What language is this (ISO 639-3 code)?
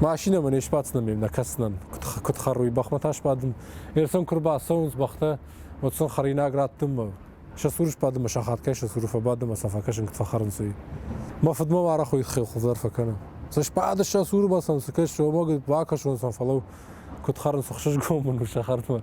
oss